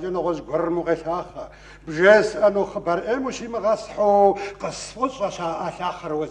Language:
Kabardian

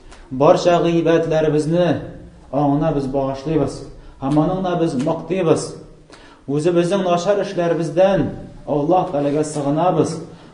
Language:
Tatar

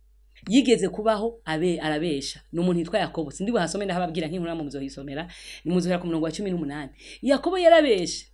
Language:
Rundi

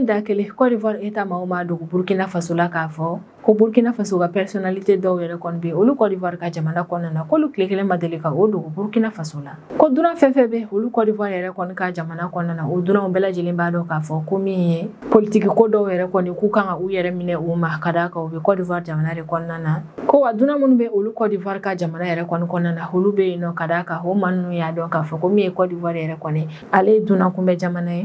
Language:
Bambara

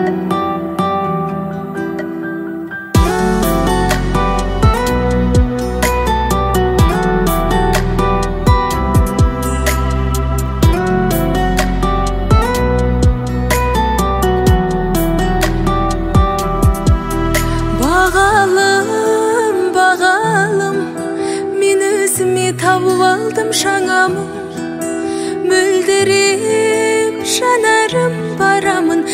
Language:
Kazakh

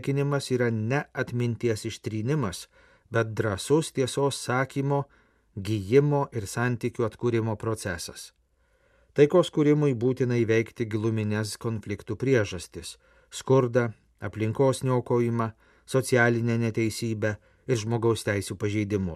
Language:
Lithuanian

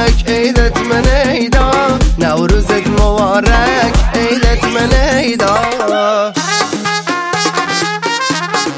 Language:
Persian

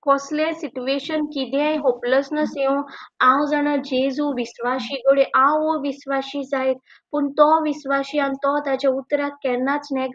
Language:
Konkani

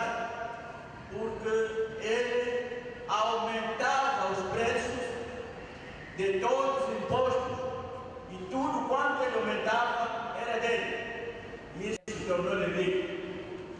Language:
Portuguese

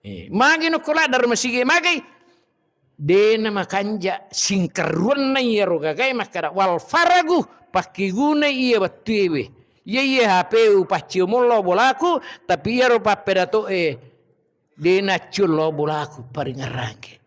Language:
Buginese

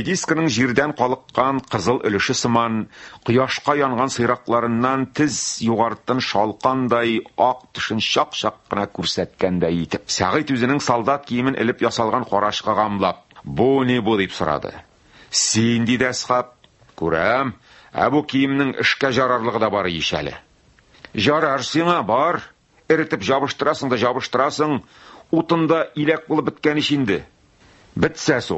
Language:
Tatar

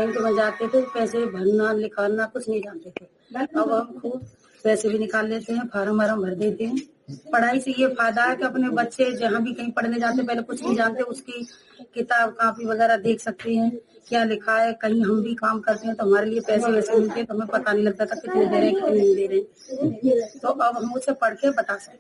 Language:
Hindi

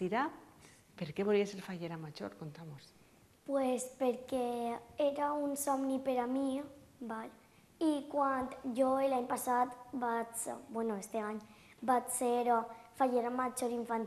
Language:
Catalan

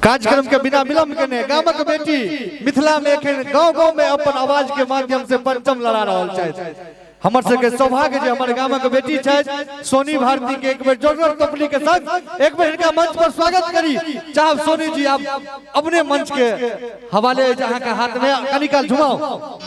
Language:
Maithili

